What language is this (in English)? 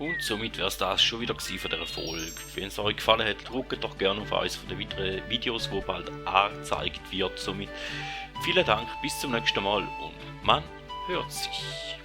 Swiss German